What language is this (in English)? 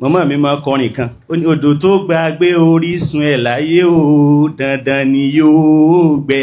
Yoruba